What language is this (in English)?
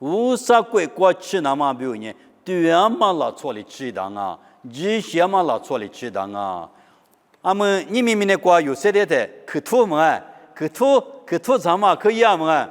Lisu